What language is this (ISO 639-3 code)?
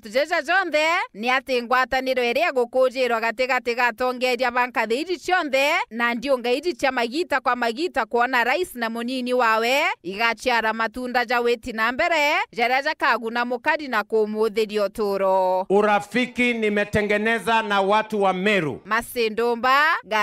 mer